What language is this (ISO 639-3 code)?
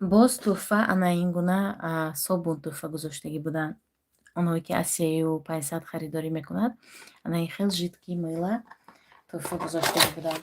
tgk